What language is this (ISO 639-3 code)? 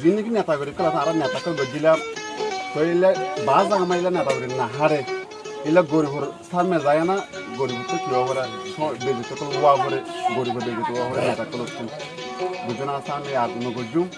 rhg